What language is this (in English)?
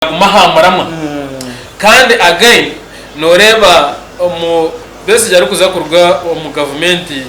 Nyankole